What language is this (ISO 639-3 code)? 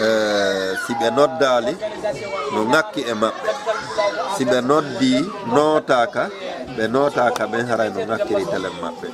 ful